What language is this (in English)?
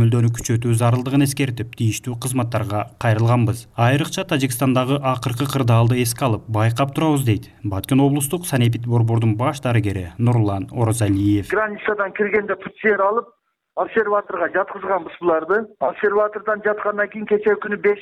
Kyrgyz